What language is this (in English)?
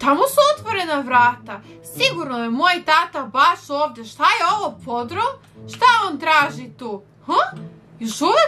Serbian